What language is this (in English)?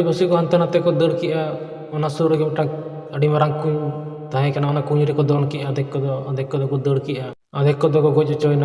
Santali